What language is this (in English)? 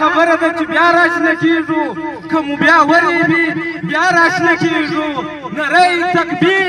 Pashto